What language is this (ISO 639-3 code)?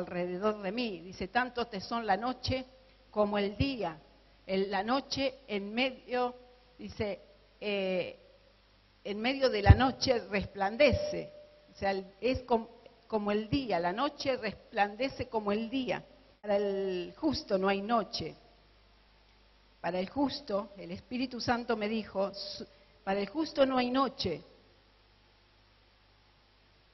spa